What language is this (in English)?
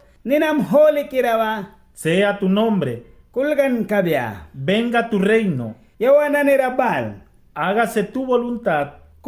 Mískito